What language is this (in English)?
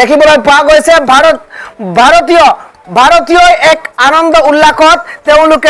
Assamese